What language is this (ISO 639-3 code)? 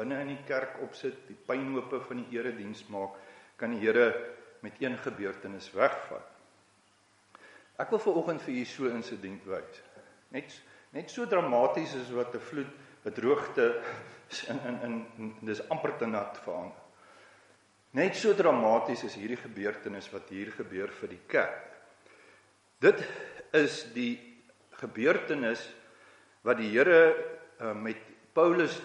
afr